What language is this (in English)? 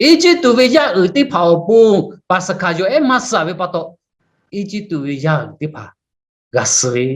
Lahu